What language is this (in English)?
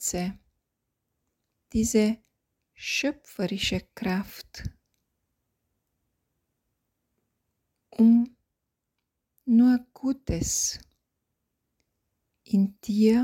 German